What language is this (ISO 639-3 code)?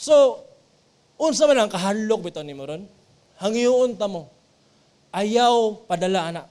ceb